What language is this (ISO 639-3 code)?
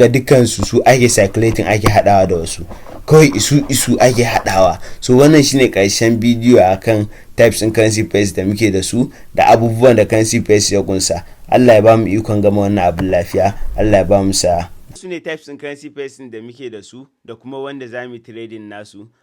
hau